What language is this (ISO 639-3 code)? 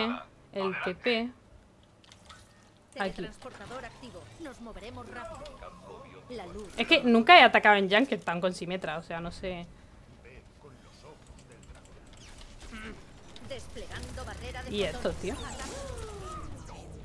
spa